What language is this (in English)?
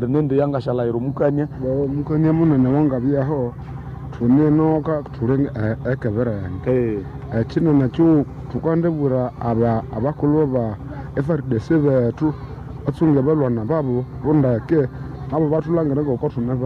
Nande